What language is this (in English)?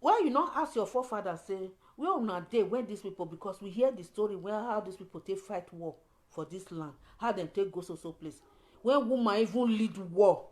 Nigerian Pidgin